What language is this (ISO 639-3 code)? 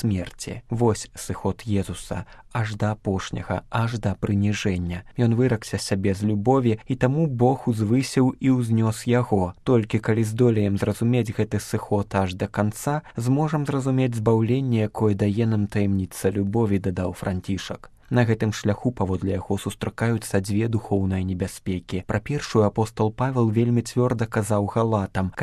bel